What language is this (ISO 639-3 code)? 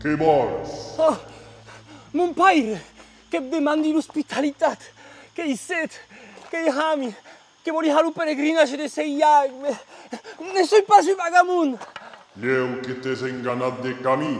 oci